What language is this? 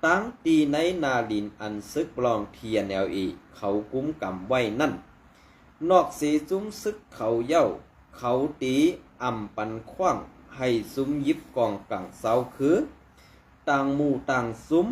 Shan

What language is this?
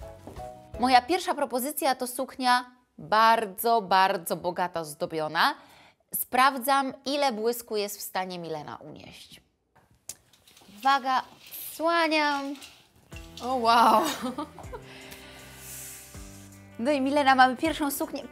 Polish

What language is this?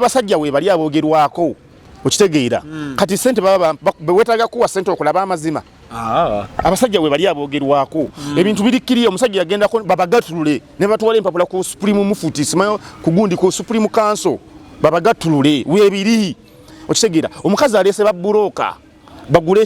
Ganda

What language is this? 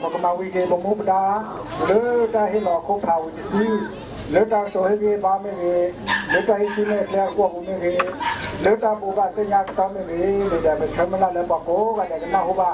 S'gaw Karen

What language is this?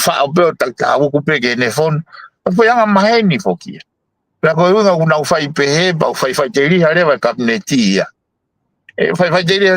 Tongan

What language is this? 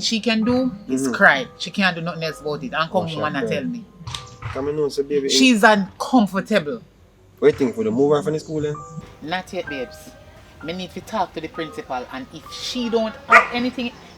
Jamaican Creole English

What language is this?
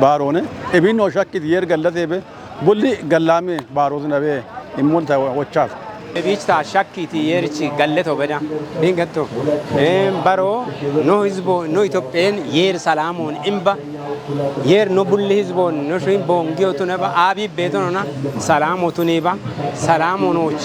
Kafa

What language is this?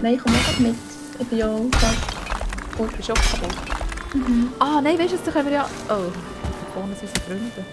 Swiss German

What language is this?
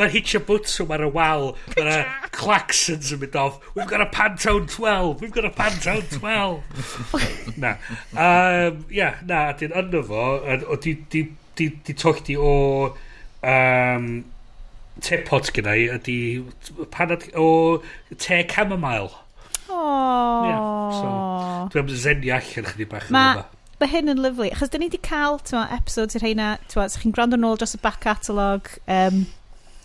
Welsh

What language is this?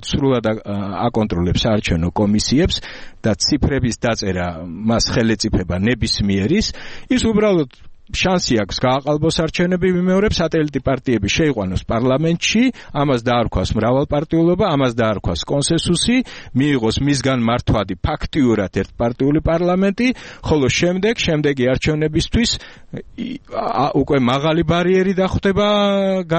Georgian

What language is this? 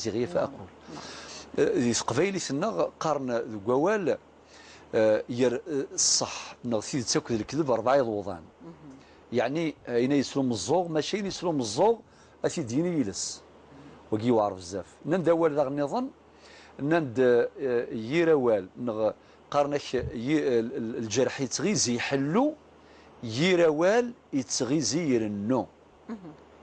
Algerian Arabic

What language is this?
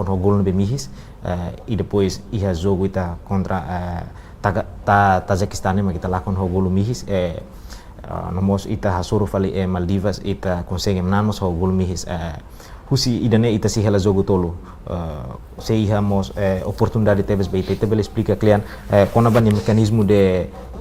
Tetum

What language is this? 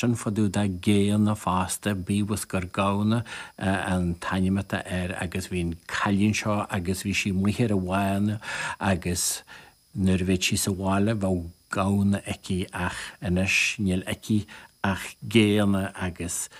Irish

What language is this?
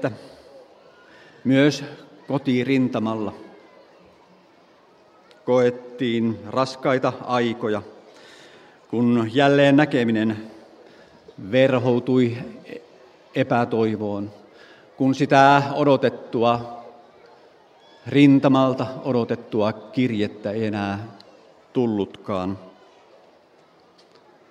Finnish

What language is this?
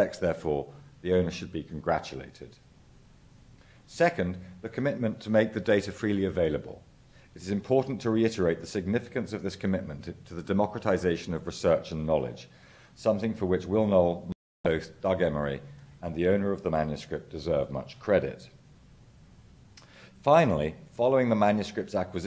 English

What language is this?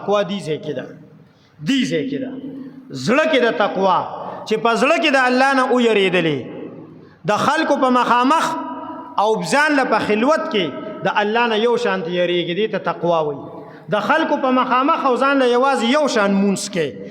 Pashto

